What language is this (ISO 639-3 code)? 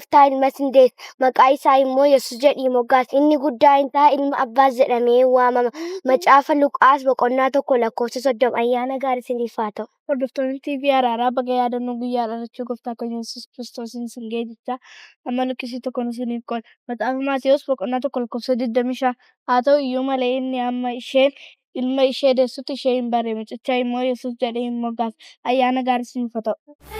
orm